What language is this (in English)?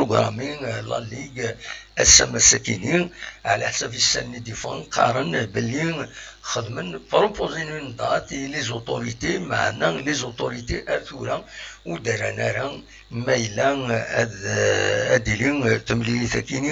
Kabyle